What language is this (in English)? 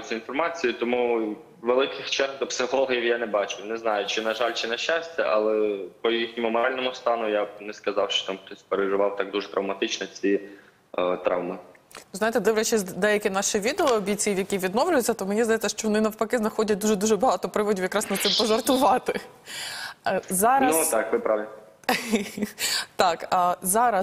Ukrainian